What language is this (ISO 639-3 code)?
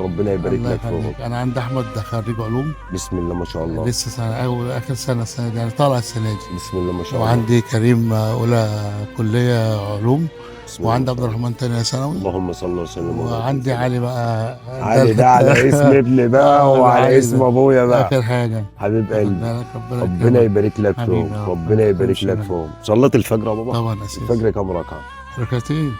arz